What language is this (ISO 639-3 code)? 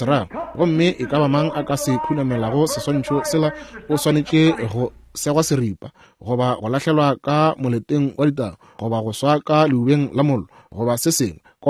nso